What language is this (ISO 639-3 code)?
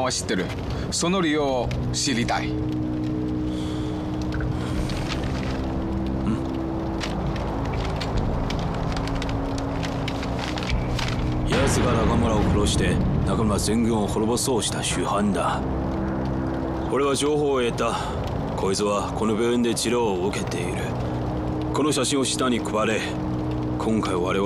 jpn